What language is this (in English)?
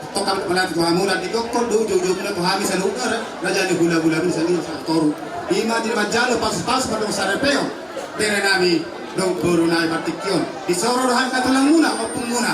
Batak Toba